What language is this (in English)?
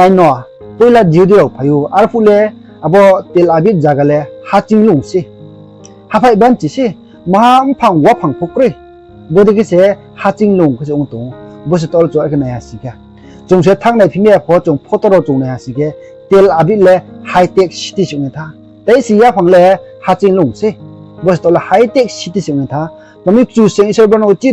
Riang (India)